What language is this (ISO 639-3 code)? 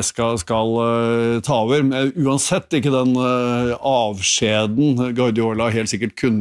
nor